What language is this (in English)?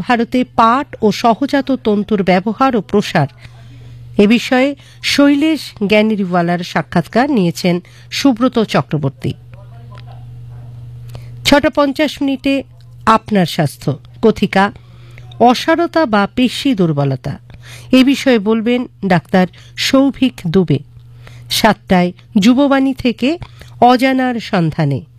Bangla